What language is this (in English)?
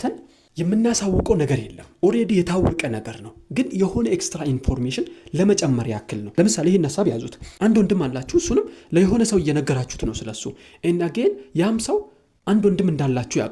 Amharic